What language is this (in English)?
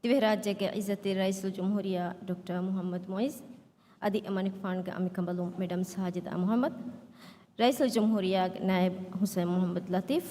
Divehi